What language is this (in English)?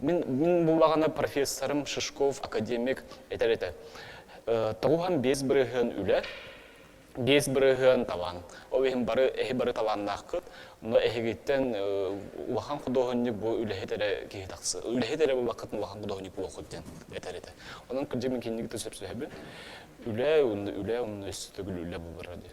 Yakut